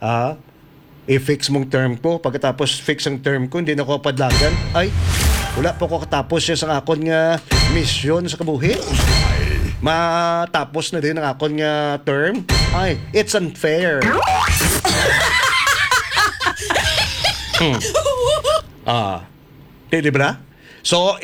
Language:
Hiligaynon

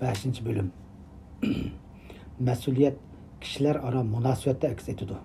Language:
Uyghur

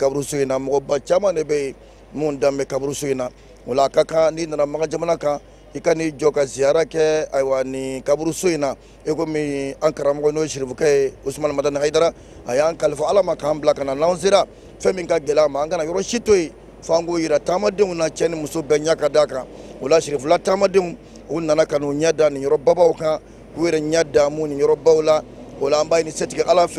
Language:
Bambara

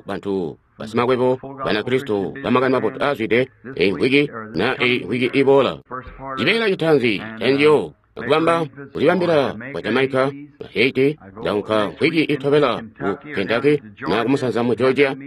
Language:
Tonga (Zambia)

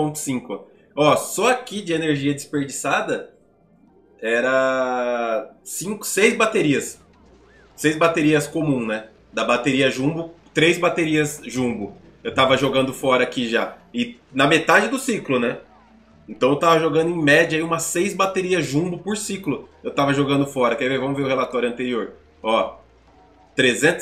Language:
Portuguese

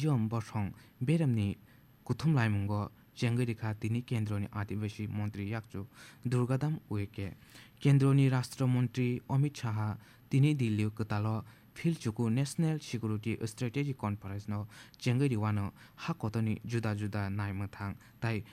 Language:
Kok Borok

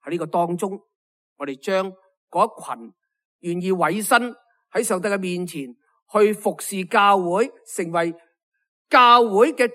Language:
Cantonese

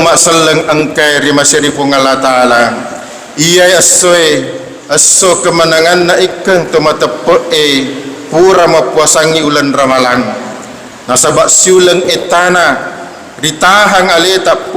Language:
Buginese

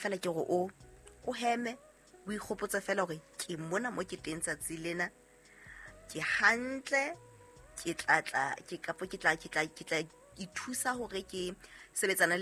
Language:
Southern Sotho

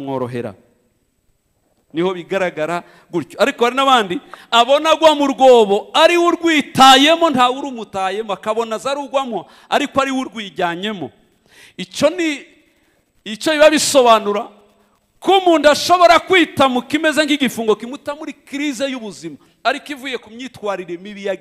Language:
Kinyarwanda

